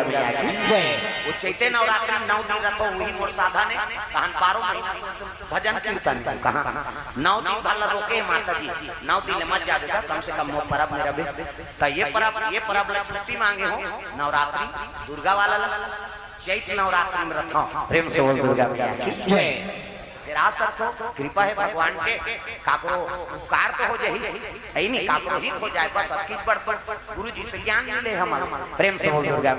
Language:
Chhattisgarhi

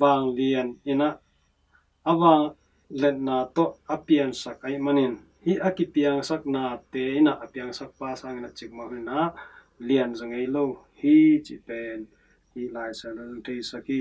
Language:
Tedim Chin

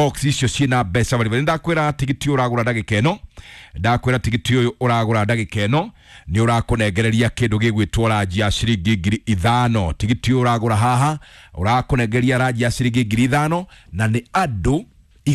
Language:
Kikuyu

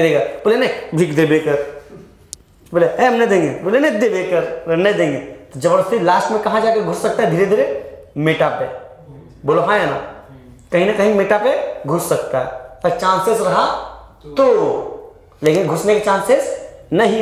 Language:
Hindi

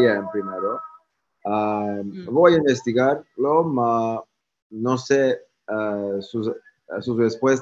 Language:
Ladino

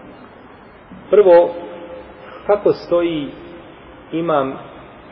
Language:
Bosnian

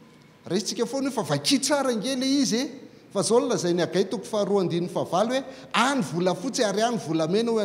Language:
Malagasy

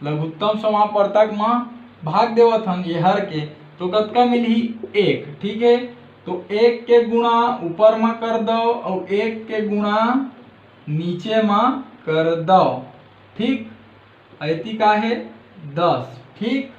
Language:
Chhattisgarhi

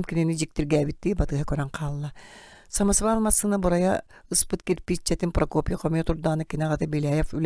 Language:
Yakut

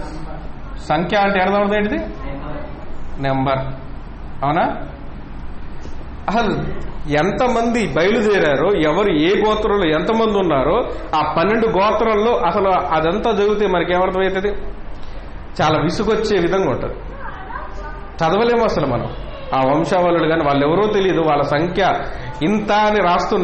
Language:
Telugu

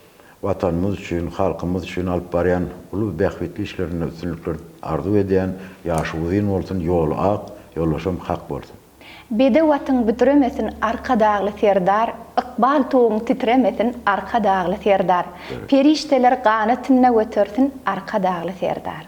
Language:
Turkmen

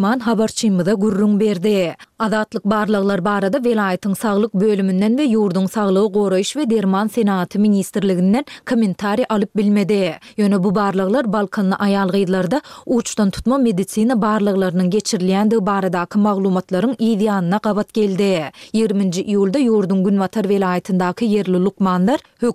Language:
Turkmen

